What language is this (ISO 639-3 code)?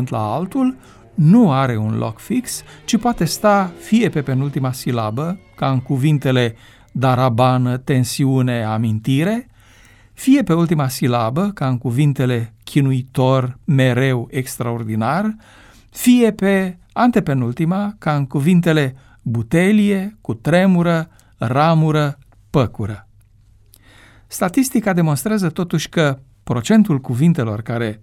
ron